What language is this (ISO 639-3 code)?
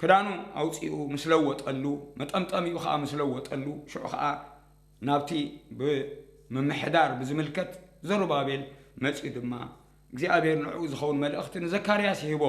tir